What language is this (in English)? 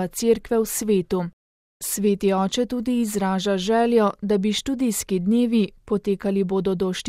Slovenian